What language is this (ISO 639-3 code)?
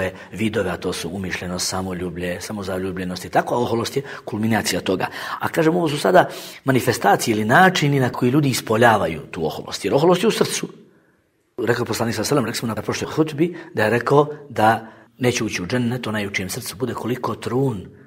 bos